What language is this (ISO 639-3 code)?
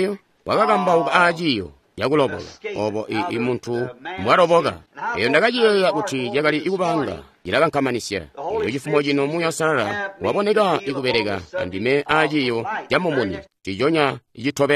toi